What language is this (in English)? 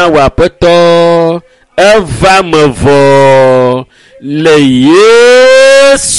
Ewe